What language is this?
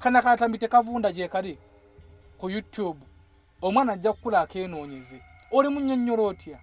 Ganda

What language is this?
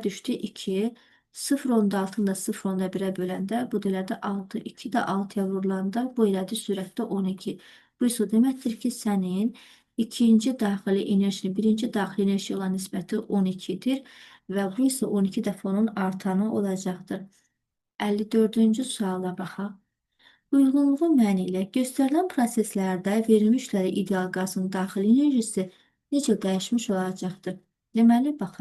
Azerbaijani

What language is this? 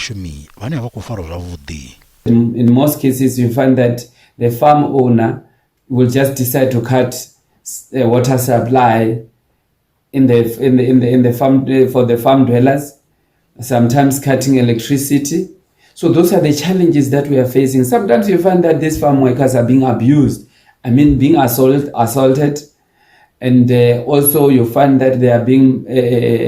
Venda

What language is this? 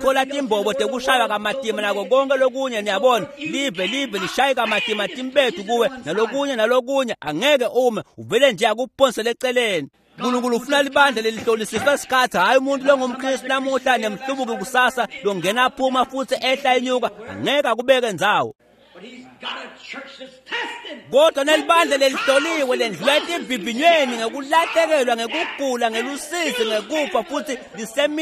Swati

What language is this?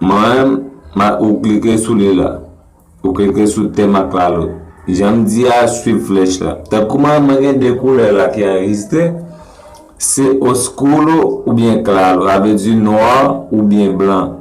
Haitian Creole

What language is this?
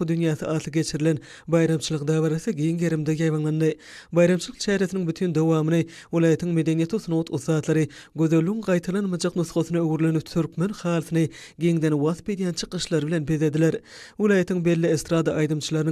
Turkmen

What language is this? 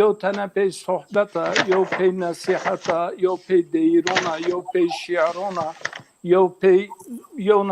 Zaza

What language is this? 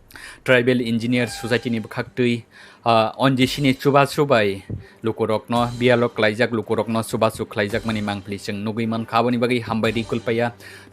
Kok Borok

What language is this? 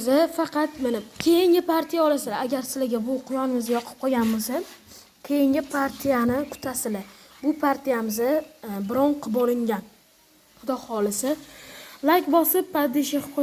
Uzbek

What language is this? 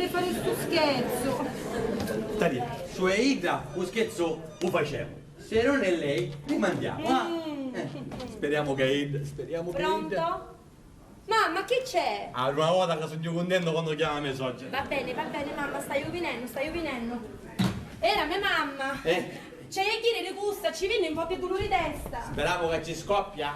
Sicilian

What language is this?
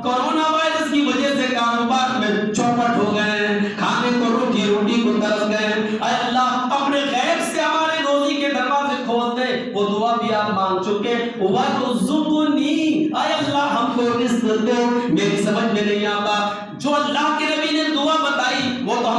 Urdu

